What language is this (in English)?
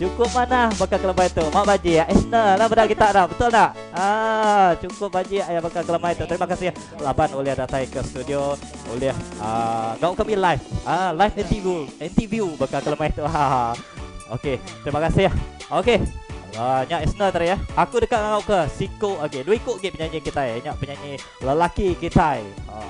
Iban